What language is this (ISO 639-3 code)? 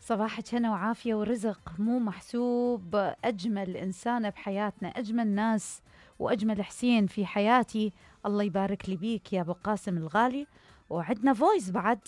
acm